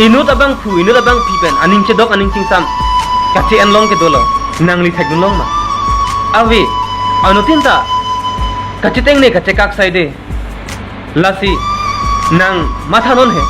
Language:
Karbi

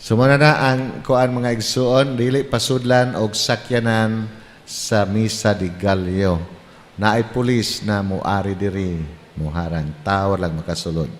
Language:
Cebuano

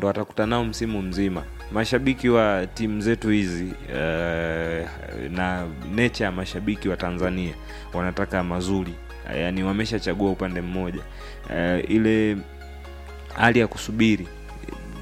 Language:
Swahili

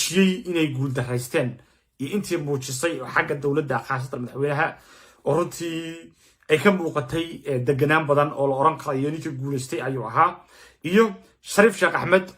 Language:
Somali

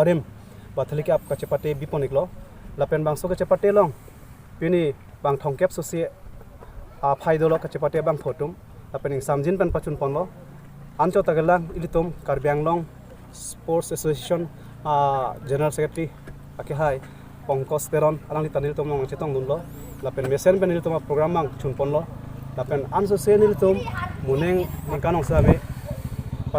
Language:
Karbi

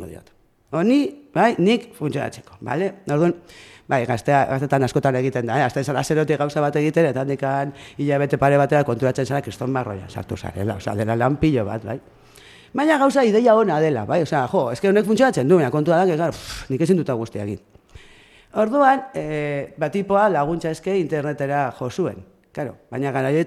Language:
Basque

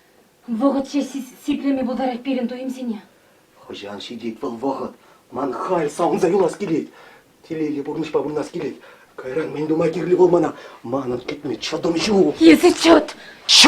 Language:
Chuvash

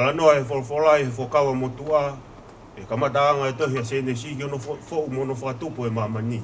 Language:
Tongan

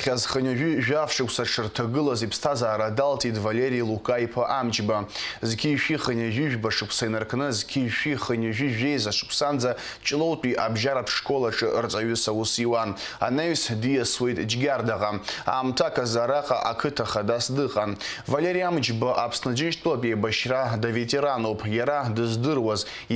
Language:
Abkhazian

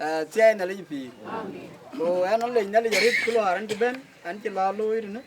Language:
Dinka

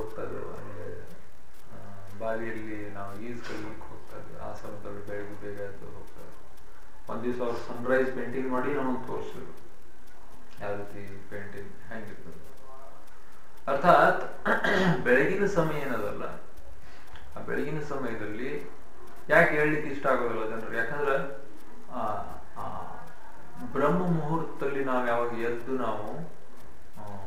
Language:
Kannada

